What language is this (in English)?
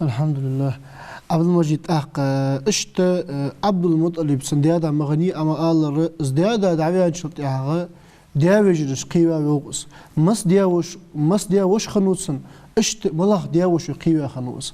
Ingush